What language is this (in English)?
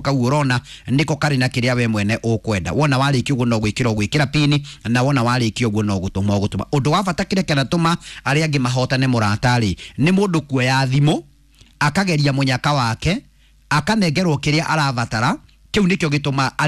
Kikuyu